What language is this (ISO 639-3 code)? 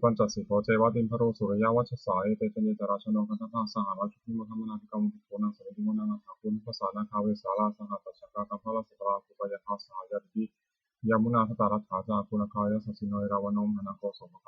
pli